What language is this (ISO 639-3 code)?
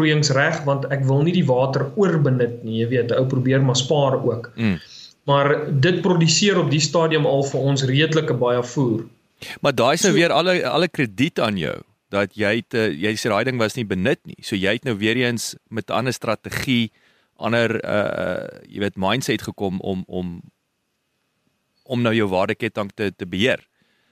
afr